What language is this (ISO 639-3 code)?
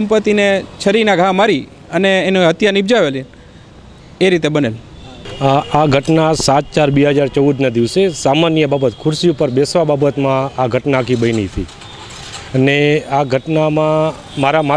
guj